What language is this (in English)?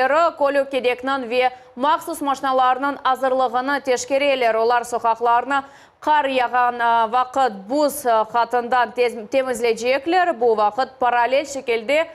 Crimean Tatar